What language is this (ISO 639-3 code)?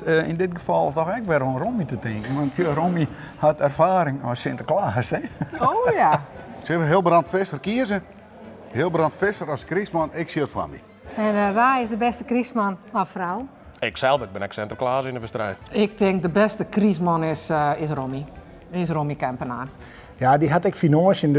fry